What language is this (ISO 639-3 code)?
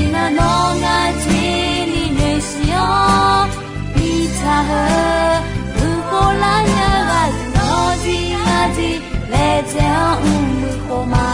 ahk